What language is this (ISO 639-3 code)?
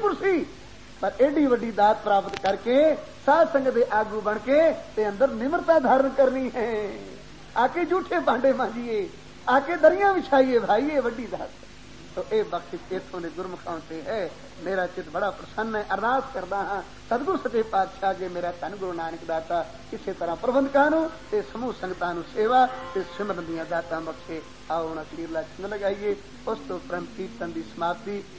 pan